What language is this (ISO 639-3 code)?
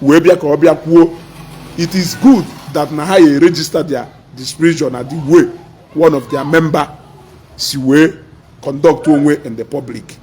ibo